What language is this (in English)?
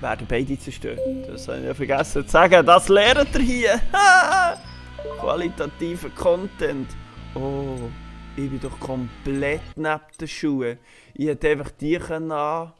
Swiss German